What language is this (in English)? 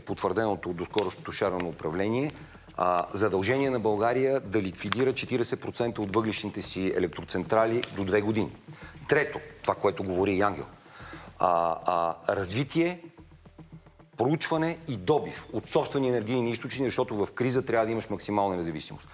Bulgarian